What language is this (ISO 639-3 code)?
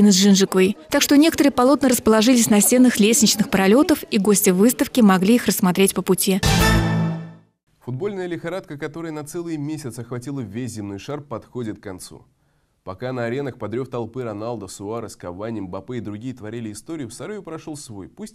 rus